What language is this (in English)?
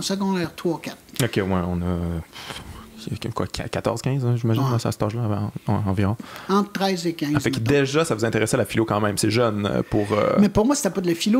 French